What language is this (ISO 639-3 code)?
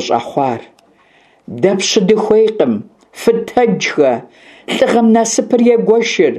kbd